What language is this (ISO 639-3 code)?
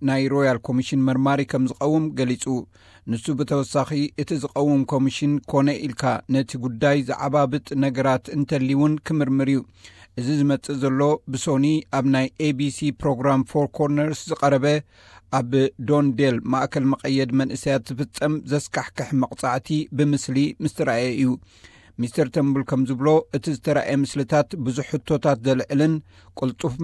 tir